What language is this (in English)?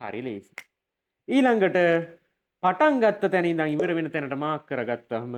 Sinhala